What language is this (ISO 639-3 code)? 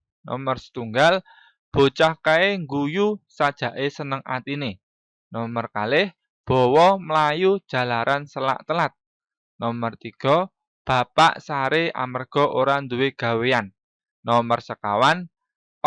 jav